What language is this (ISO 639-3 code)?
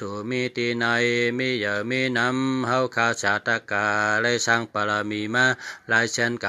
shn